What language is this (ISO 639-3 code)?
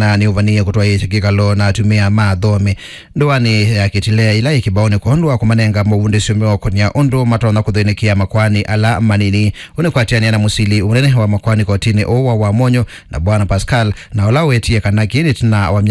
kam